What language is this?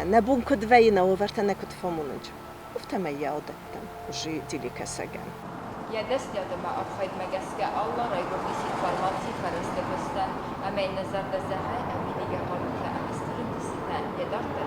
Ossetic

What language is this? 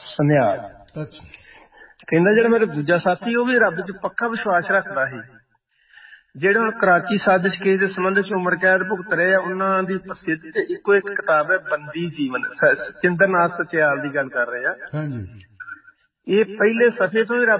Punjabi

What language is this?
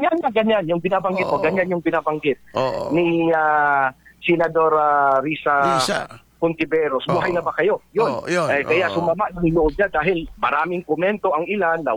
Filipino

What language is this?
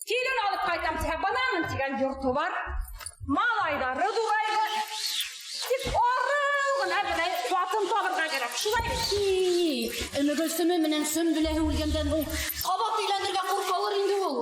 Bashkir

